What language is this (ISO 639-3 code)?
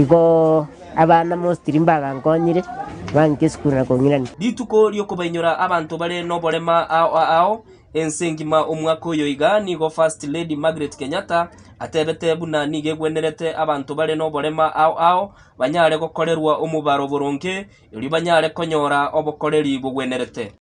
guz